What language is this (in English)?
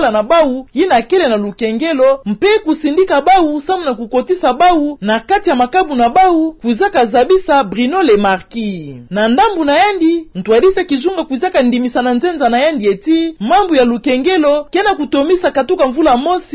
Kituba (Democratic Republic of Congo)